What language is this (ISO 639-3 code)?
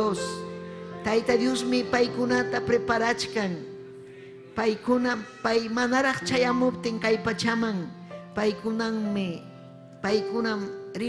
quy